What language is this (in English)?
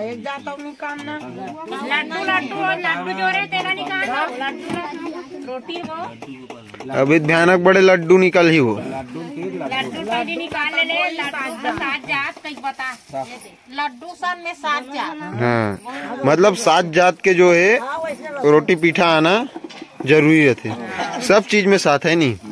Chhattisgarhi